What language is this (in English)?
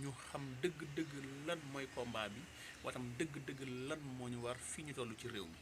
Wolof